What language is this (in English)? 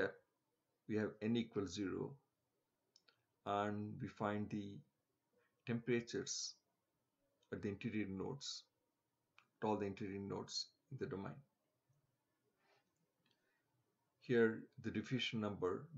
English